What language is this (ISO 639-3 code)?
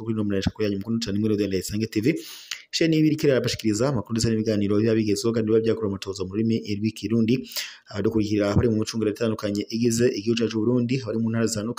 run